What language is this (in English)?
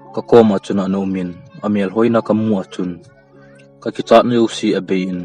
Thado Chin